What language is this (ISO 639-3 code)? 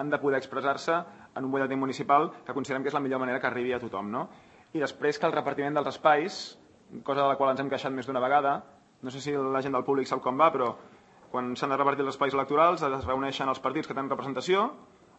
cat